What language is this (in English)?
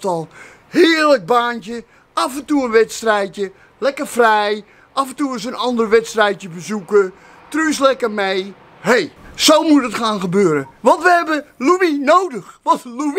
Dutch